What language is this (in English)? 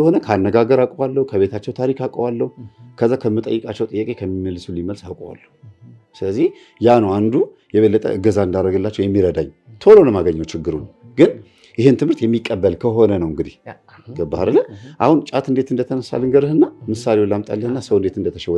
Amharic